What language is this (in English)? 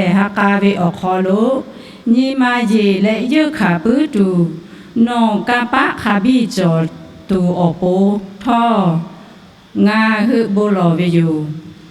Lahu